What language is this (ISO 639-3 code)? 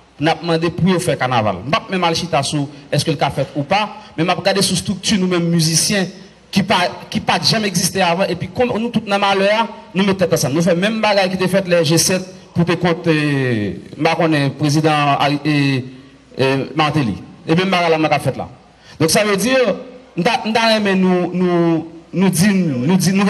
hat